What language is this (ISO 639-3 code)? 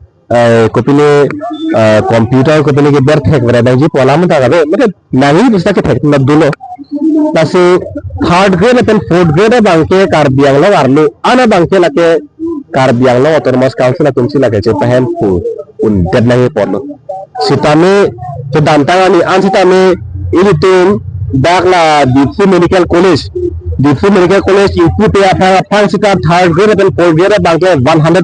mjw